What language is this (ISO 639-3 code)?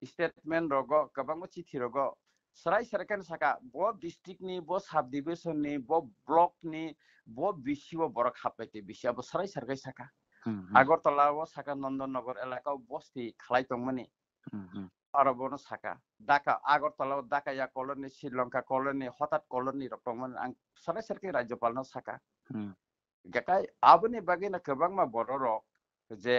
trp